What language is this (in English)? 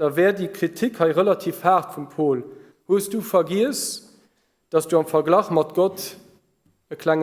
Luxembourgish